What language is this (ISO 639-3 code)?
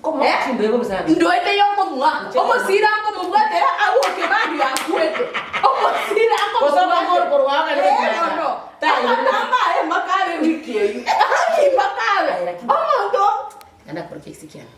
guz